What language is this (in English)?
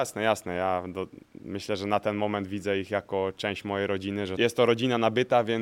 Polish